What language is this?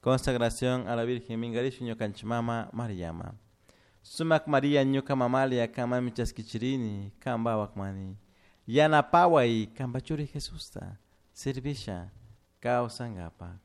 Chimborazo Highland Quichua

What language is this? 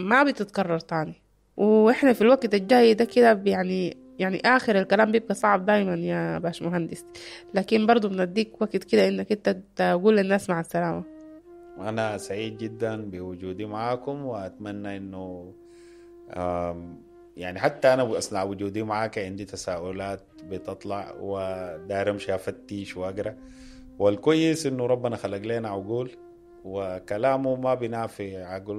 Sudanese Arabic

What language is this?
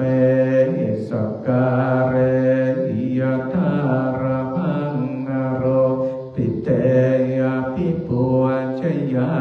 Pali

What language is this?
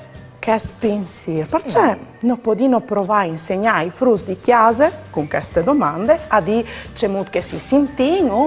Friulian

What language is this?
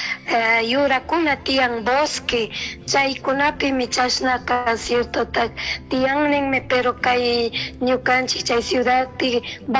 Chimborazo Highland Quichua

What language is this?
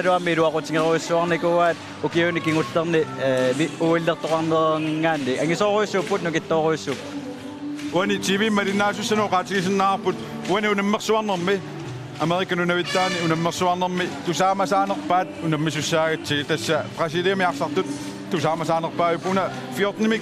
Kalaallisut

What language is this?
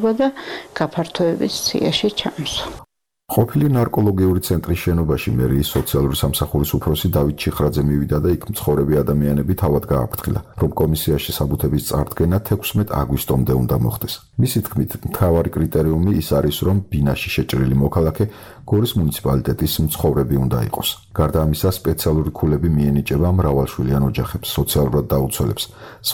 Georgian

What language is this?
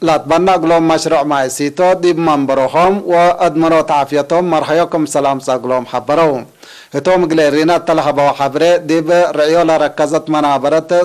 Tigre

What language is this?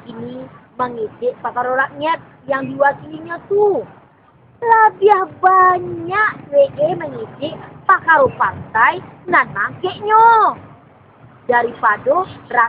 Minangkabau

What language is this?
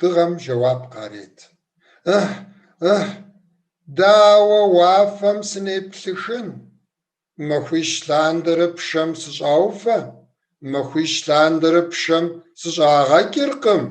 Kabardian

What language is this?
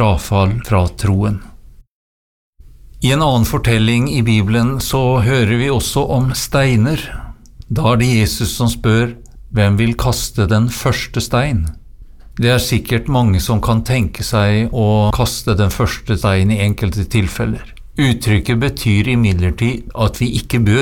Norwegian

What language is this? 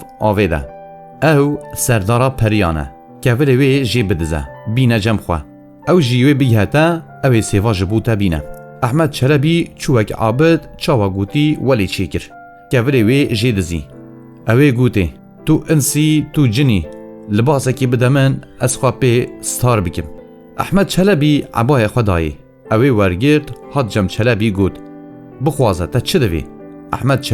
Kurdish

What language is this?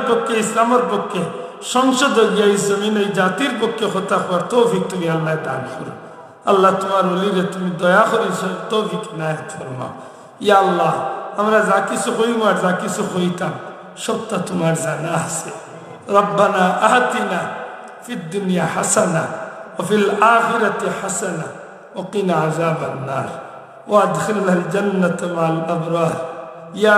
Sylheti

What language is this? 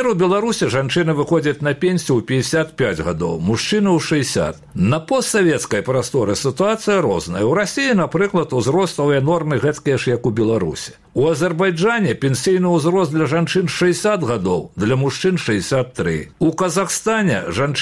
Belarusian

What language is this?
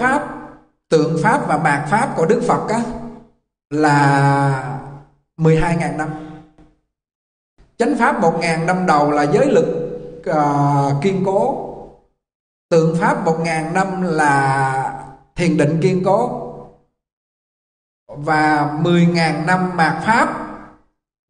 Vietnamese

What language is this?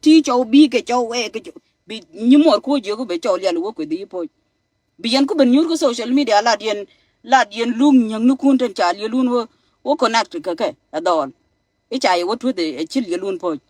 Nuer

